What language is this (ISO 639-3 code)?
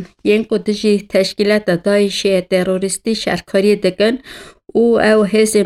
kur